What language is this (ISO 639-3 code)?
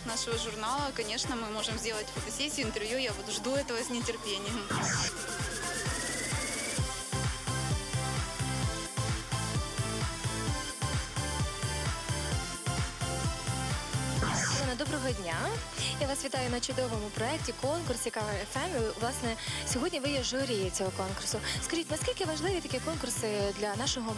ukr